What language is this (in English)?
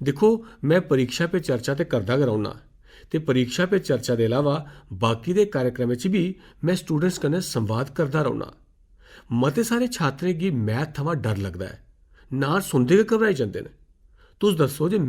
Dogri